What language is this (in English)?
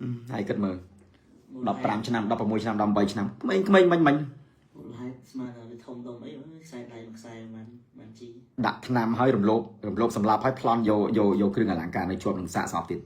Khmer